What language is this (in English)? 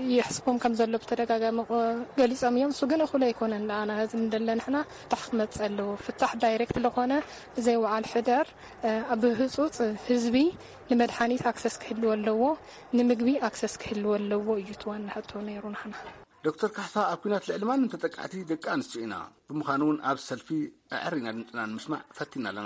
Tigrinya